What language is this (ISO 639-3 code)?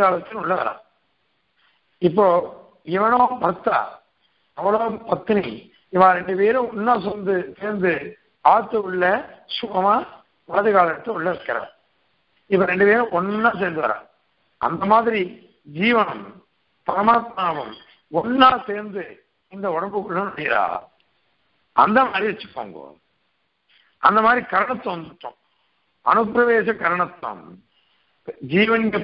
tam